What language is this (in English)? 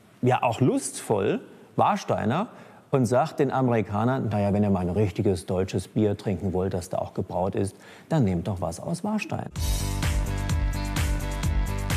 German